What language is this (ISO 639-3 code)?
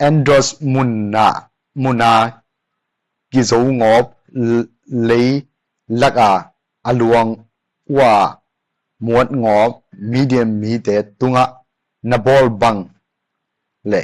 ctd